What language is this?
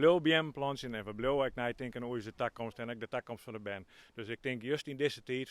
Western Frisian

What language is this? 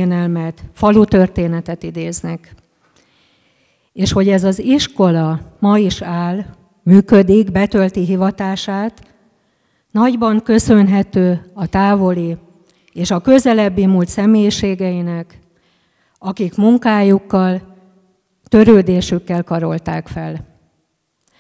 Hungarian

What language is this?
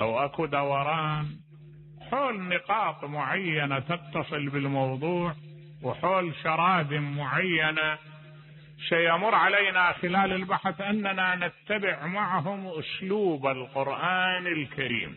Mesopotamian Arabic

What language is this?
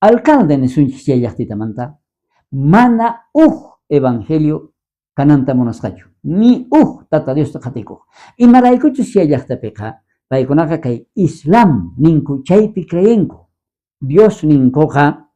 South Bolivian Quechua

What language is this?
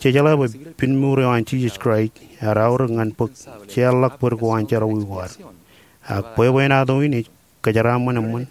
Marshallese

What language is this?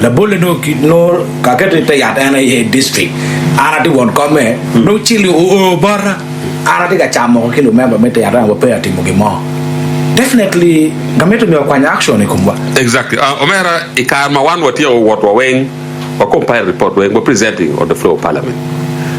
Acoli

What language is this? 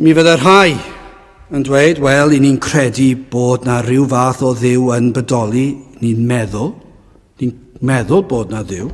Welsh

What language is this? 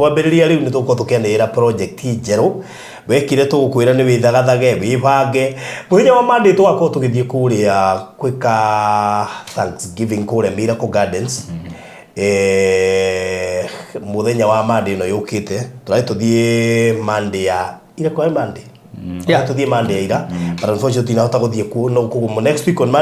Kikuyu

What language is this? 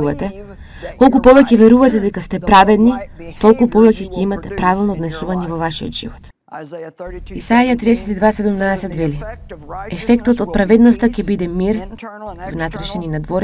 Macedonian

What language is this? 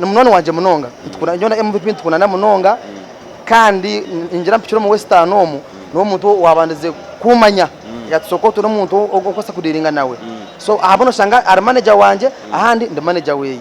Nyankole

